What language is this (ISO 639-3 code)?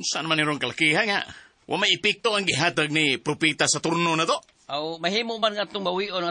ceb